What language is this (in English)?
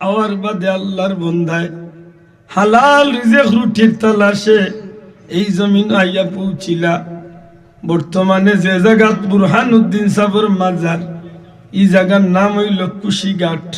Sylheti